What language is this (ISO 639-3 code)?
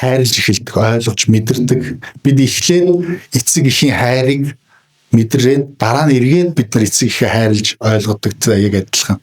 mon